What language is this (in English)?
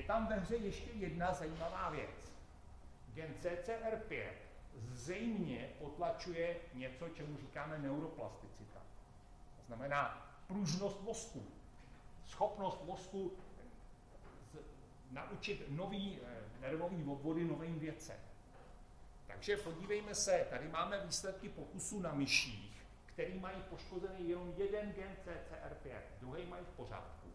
Czech